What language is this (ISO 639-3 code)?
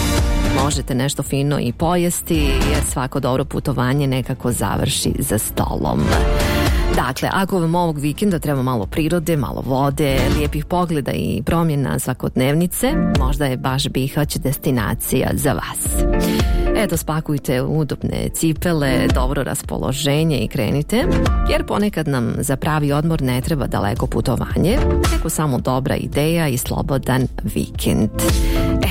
bos